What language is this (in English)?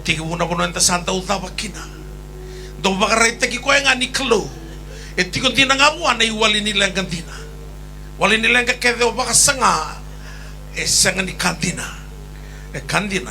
Fijian